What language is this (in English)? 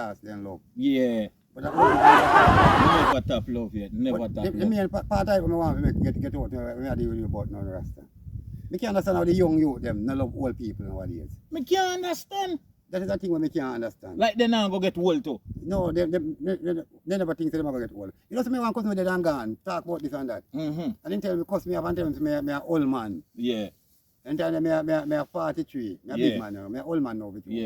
Jamaican Creole English